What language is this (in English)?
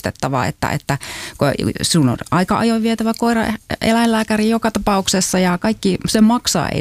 Finnish